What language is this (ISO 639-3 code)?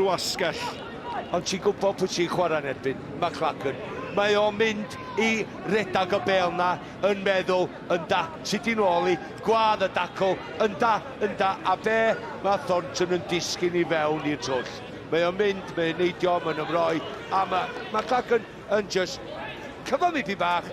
cym